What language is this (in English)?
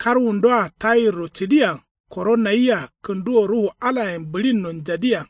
Kanuri